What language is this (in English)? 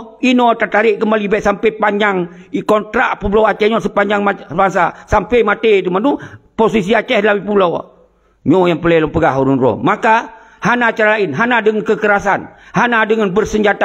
Achinese